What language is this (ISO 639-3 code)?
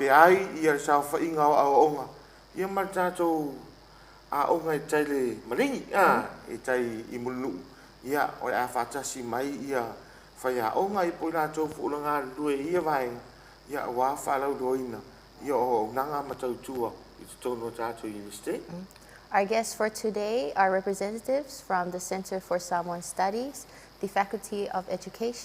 smo